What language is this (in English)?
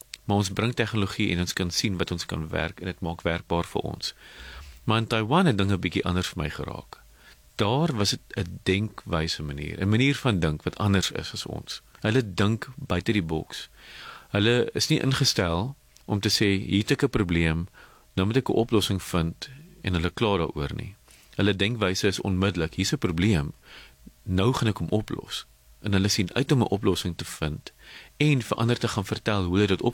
Afrikaans